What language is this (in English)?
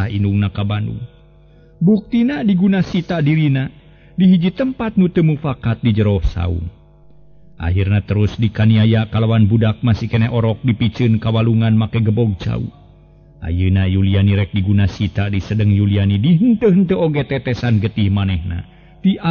Sundanese